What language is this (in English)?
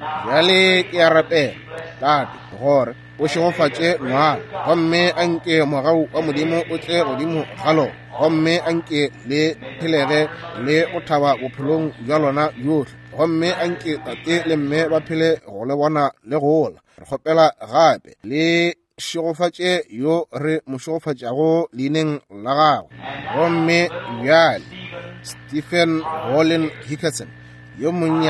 Northern Sotho